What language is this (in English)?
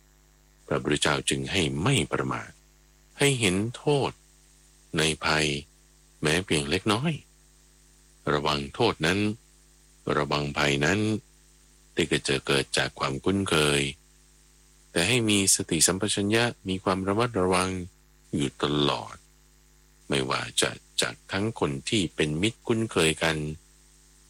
Thai